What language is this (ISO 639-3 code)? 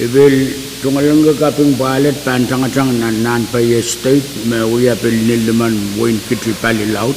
pon